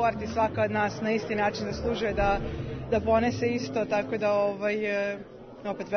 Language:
Serbian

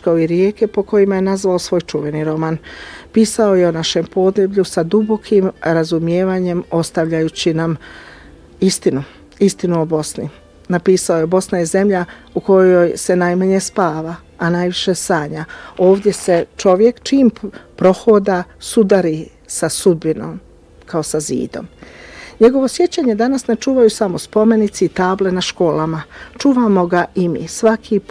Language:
Bosnian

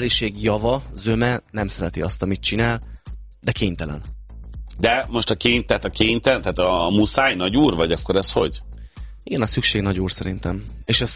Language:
Hungarian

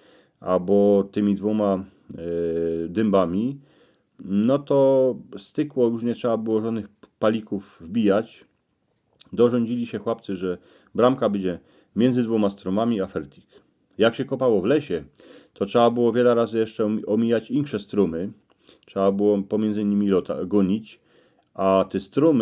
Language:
Silesian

